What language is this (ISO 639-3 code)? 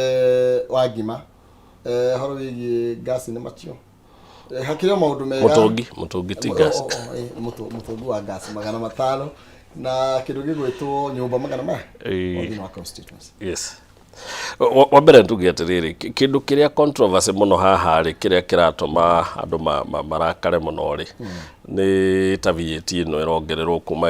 kik